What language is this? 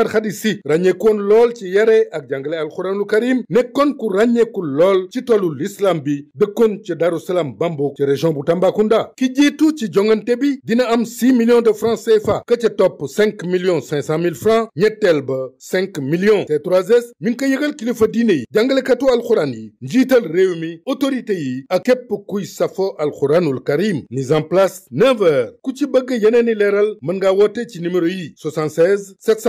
Wolof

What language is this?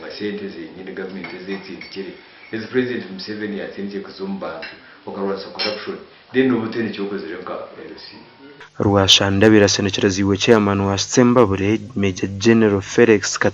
Nyankole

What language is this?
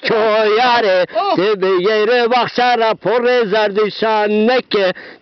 Zaza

